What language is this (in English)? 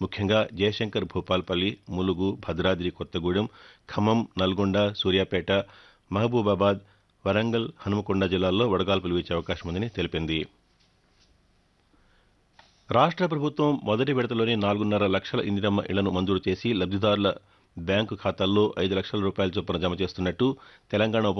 Telugu